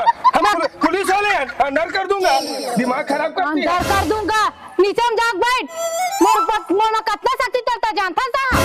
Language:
Chhattisgarhi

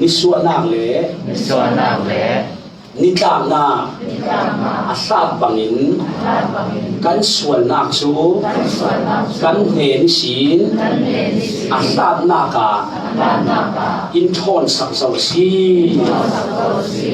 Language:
Falam Chin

